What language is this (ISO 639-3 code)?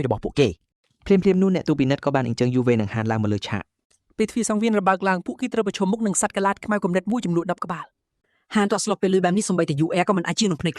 khm